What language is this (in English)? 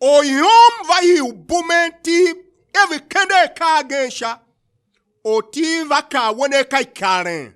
Tiv